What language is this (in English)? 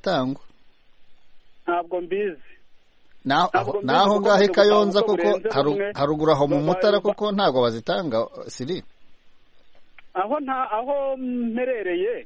Kinyarwanda